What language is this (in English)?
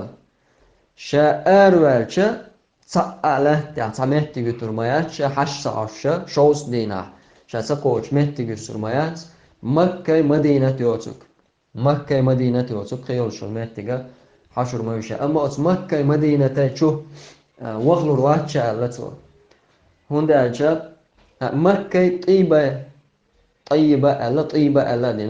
Chechen